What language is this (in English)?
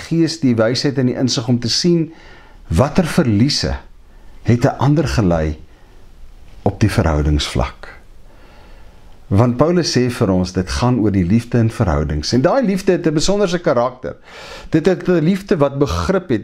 Afrikaans